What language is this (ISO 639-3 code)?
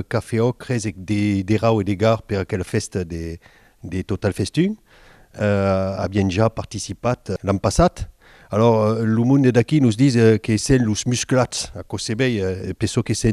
oci